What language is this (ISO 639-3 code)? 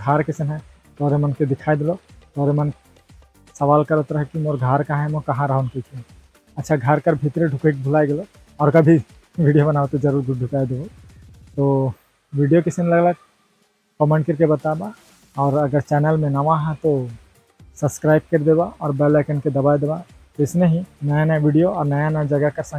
sck